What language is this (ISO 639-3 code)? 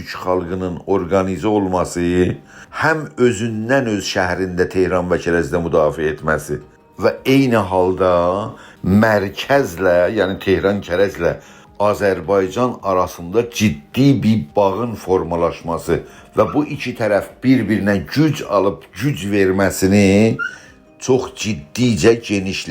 azb